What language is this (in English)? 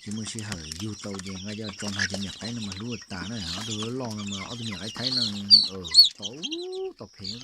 Hmong